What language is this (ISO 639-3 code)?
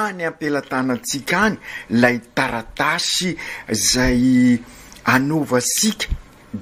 mlg